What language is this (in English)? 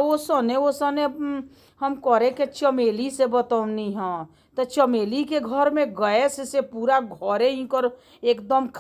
Bhojpuri